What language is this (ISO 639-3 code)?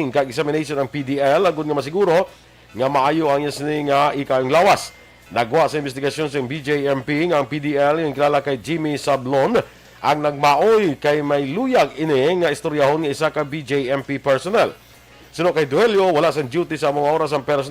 hil